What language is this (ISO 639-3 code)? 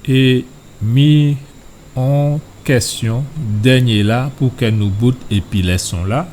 gcf